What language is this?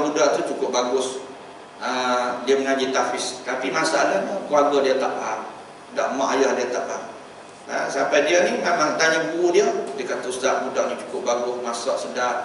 Malay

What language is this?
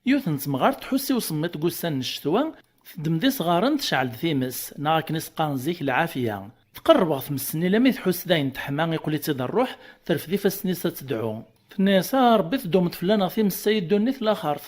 Kabyle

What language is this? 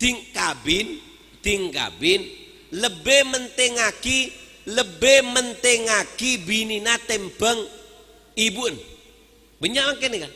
Madurese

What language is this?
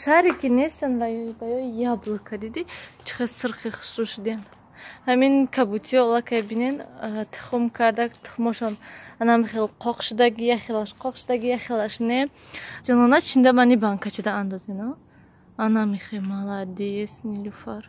Tajik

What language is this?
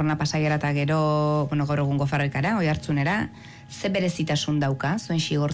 Basque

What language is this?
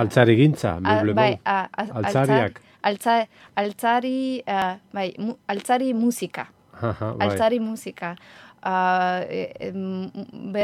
Basque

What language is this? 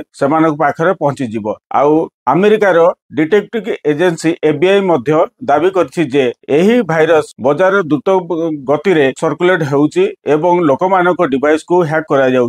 Odia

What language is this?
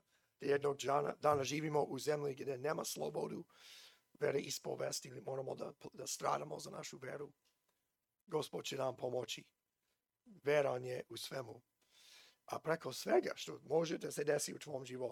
Serbian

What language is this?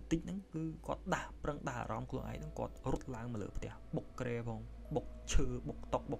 Khmer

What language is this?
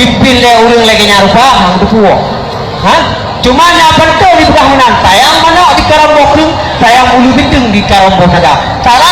Achinese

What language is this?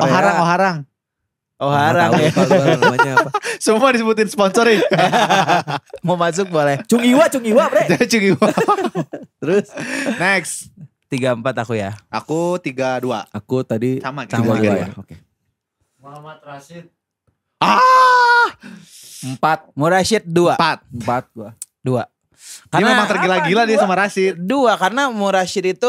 Indonesian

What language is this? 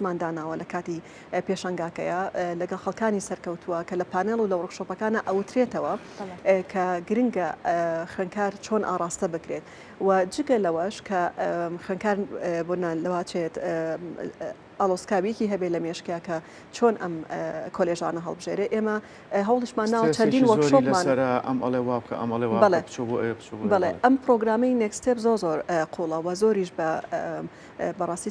Central Kurdish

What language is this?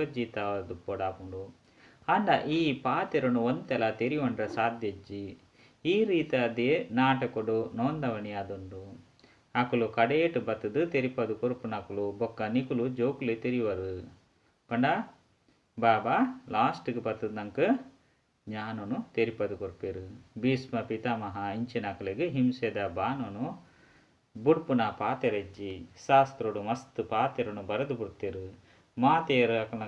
Tulu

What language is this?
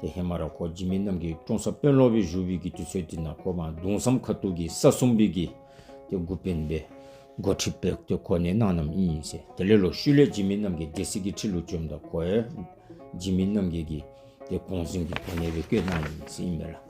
Dzongkha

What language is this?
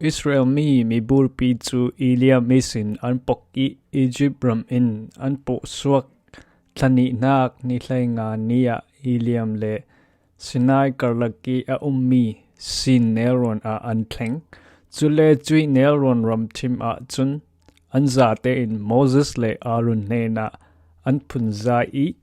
Falam Chin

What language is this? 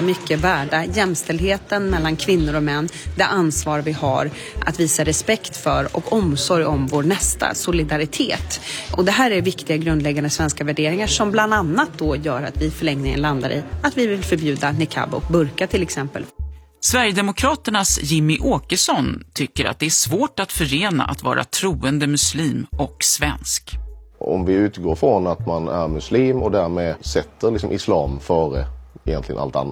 Swedish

